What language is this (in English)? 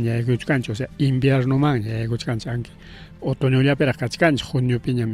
Ayacucho Quechua